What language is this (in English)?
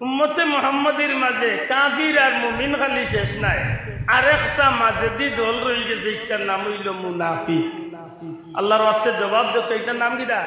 Sylheti